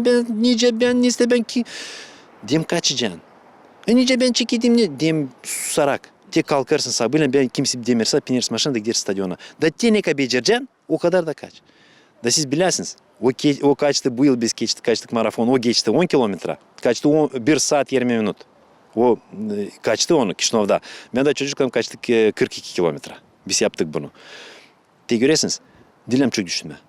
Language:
Gagauz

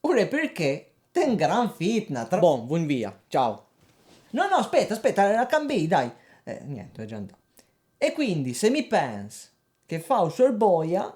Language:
Piedmontese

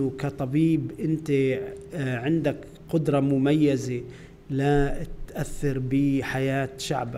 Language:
North Levantine Arabic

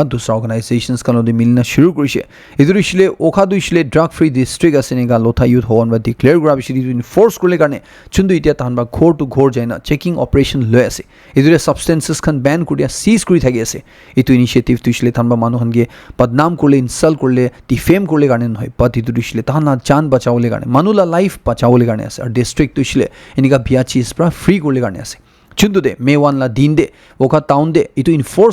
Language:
Naga Pidgin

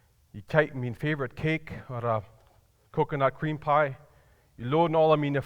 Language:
Plautdietsch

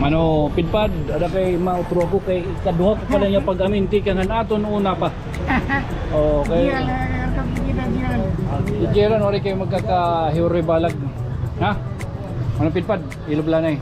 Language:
Waray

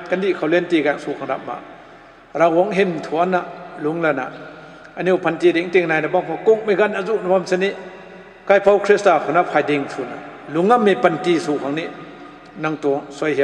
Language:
Rongmei Naga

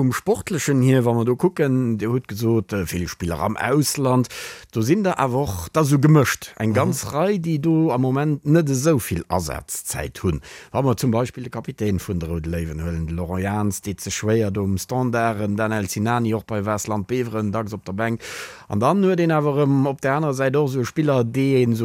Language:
Luxembourgish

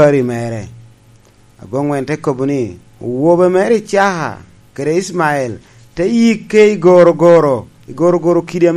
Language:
Lango (Uganda)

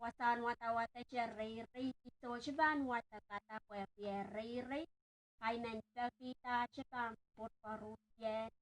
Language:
Pohnpeian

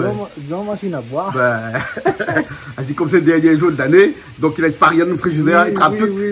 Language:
Réunion Creole French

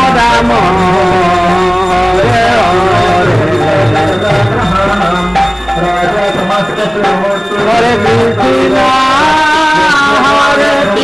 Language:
Odia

